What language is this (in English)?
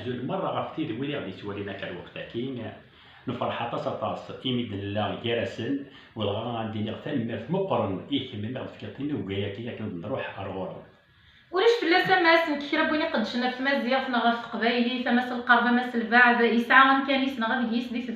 Kabyle